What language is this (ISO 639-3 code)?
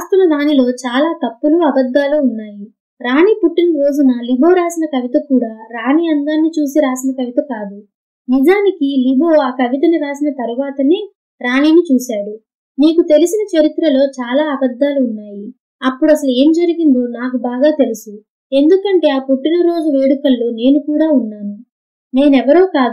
tel